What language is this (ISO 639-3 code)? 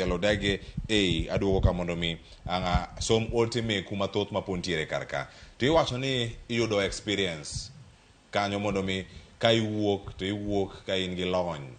luo